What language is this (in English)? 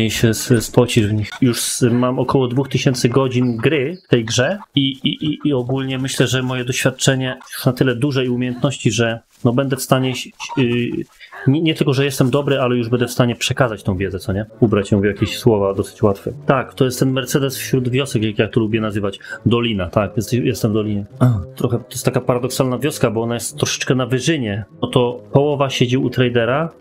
Polish